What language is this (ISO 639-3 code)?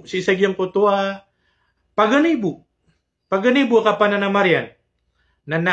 mrw